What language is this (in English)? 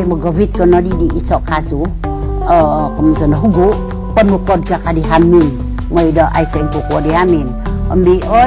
Central Dusun